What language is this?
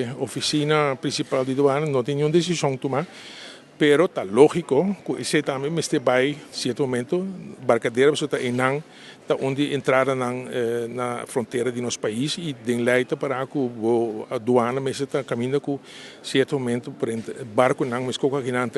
Papiamento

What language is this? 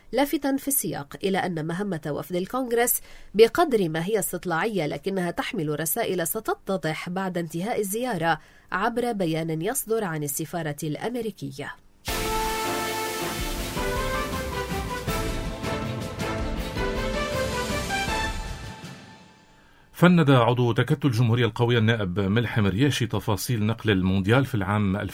Arabic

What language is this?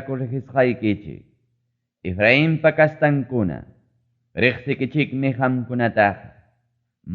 Ayacucho Quechua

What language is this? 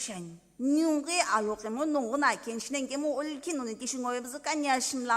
Sumi Naga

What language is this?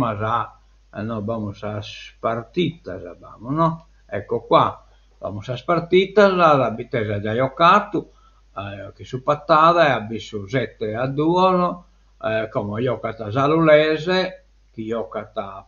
Sardinian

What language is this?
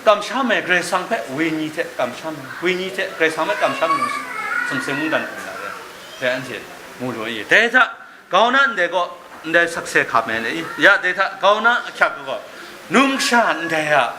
Kachin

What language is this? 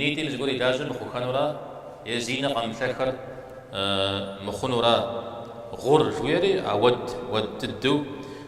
Kabardian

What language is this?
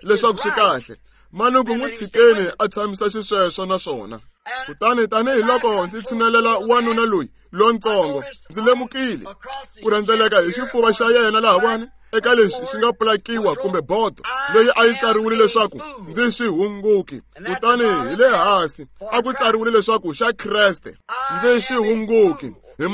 Tsonga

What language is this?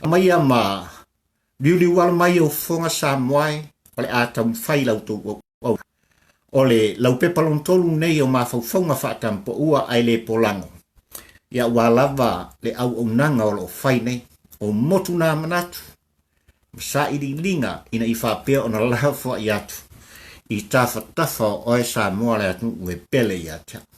Samoan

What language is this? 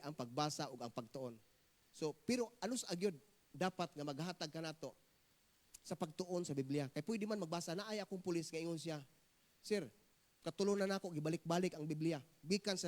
Cebuano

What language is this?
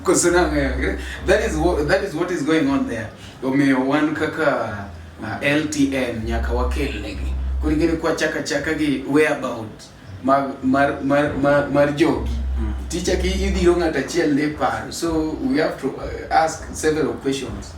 Luo (Kenya and Tanzania)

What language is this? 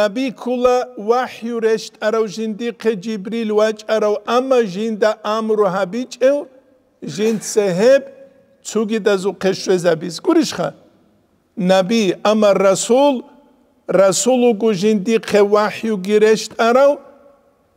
Avaric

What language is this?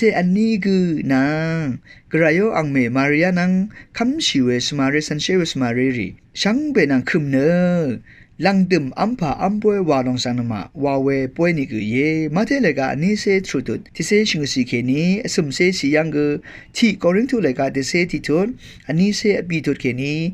Rawang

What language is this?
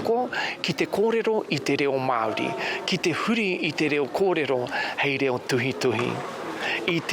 Māori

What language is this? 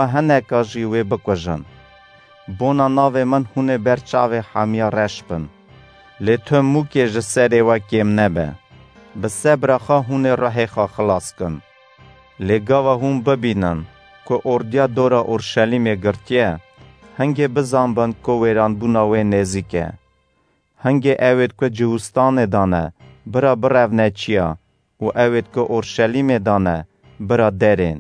Kurdish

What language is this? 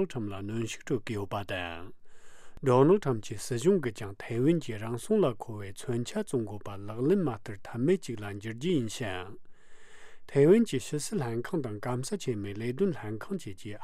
Tibetan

